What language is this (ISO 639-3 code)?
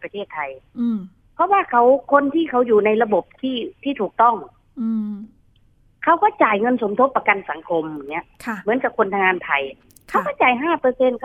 tha